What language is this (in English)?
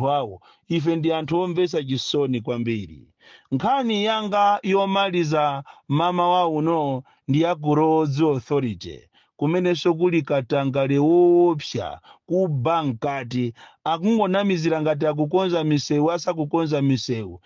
Nyanja